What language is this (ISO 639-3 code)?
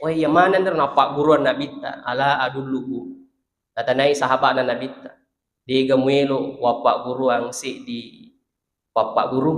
bug